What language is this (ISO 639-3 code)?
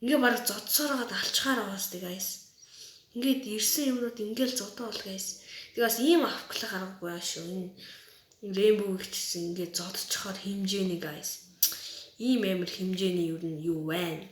mon